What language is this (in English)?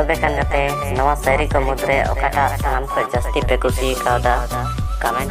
Santali